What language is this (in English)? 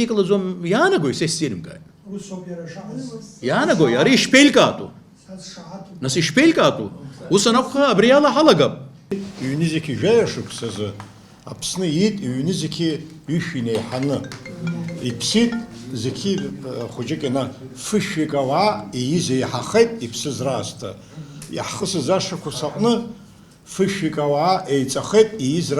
Abkhazian